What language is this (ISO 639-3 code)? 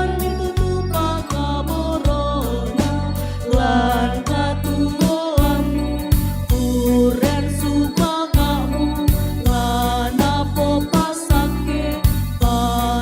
sda